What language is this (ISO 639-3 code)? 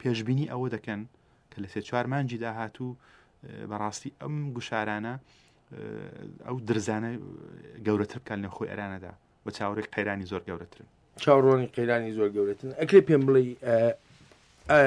ckb